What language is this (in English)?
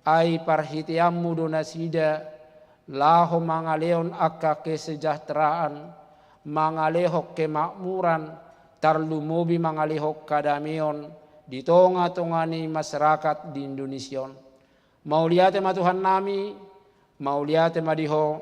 Batak Toba